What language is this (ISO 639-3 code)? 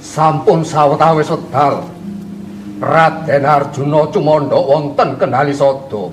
jav